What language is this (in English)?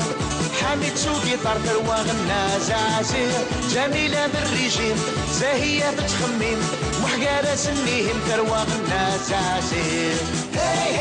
Kabyle